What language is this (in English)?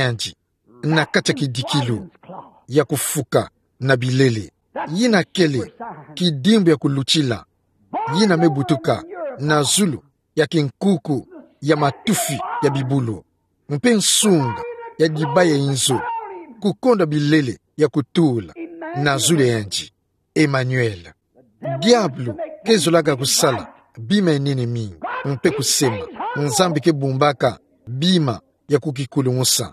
Kituba (Democratic Republic of Congo)